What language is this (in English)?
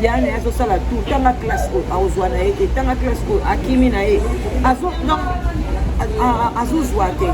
Lingala